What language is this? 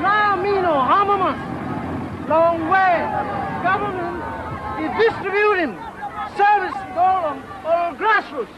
Tok Pisin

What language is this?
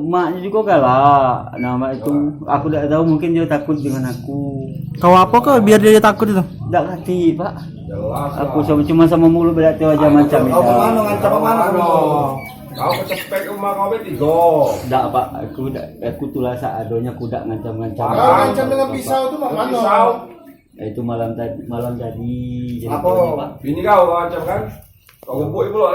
Musi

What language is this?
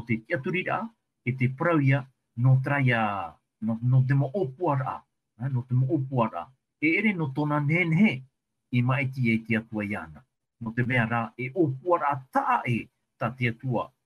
Tahitian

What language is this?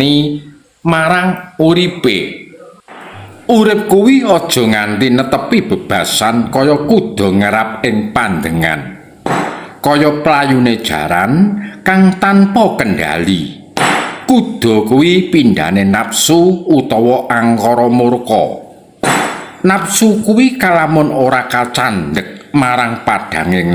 Javanese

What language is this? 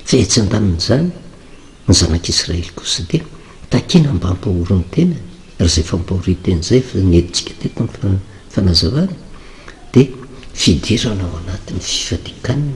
Malagasy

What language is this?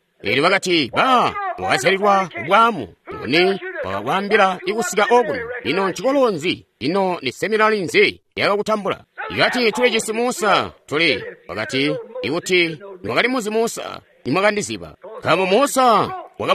Tonga (Zambia)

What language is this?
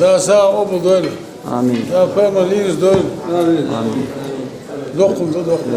Chechen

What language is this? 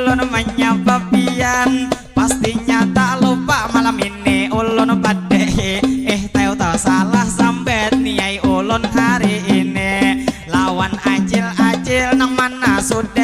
Banjar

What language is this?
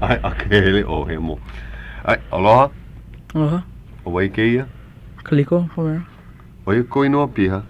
Hawaiian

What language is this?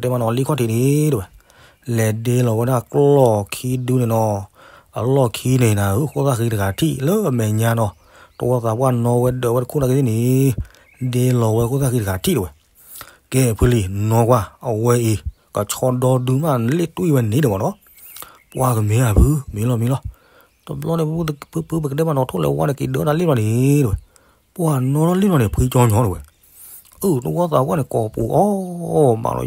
S'gaw Karen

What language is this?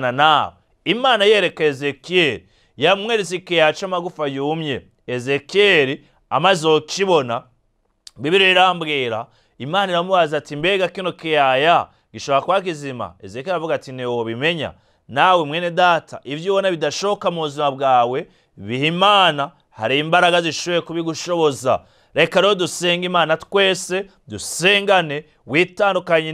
Rundi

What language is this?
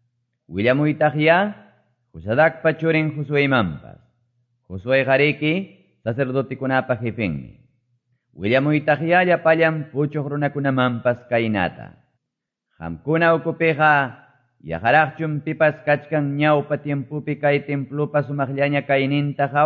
Quechua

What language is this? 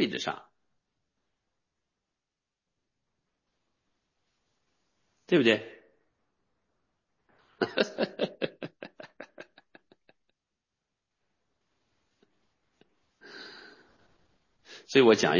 Chinese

